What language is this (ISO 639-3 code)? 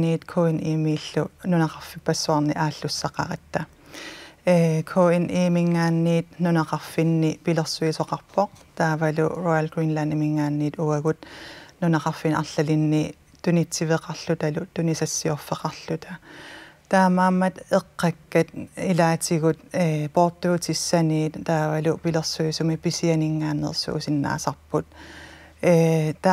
kal